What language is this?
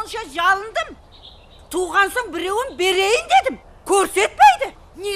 Kara-Kalpak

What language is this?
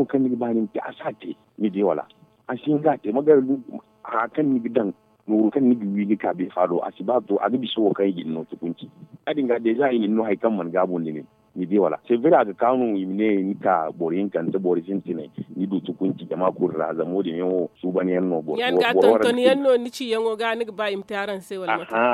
Zarma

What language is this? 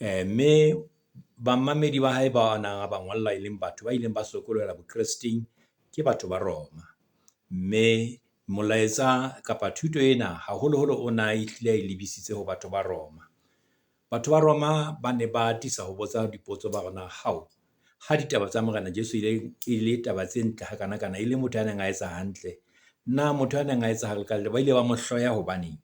Southern Sotho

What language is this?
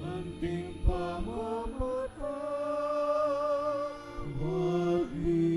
Pampanga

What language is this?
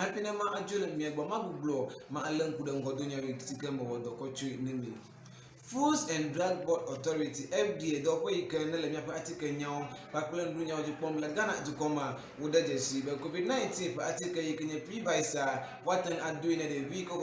Ewe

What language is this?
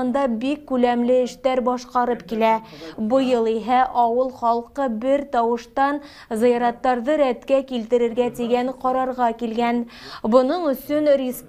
Bashkir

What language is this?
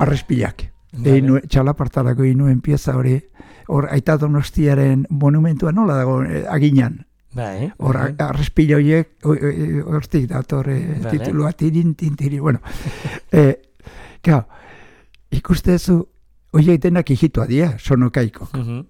Basque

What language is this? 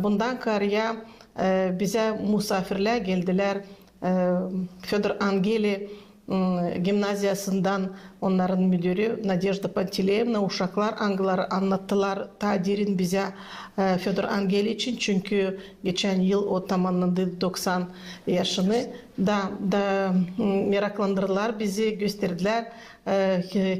Gagauz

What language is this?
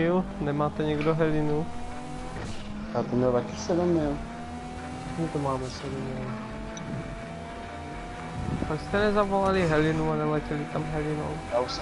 Czech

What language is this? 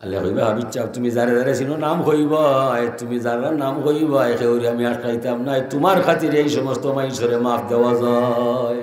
Sylheti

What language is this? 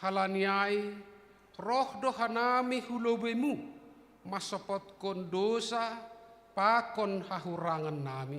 Batak Simalungun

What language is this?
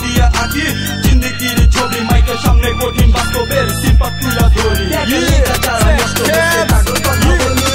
Bangla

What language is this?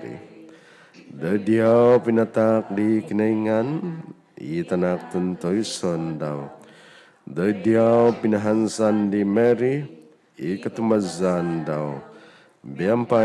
Central Dusun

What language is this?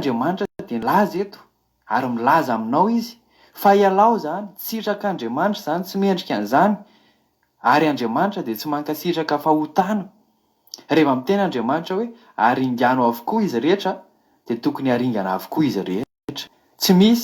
Malagasy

